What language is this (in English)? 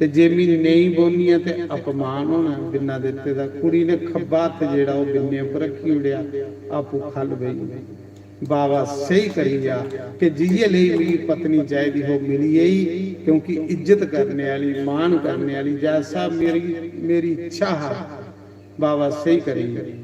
Dogri